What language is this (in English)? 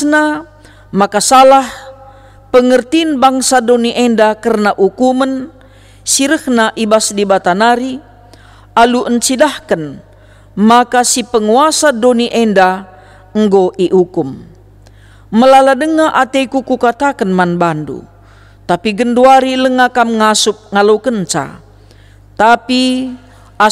Batak Karo